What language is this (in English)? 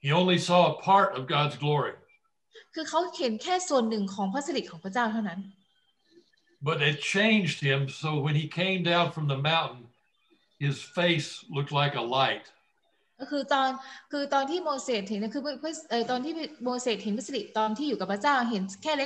Thai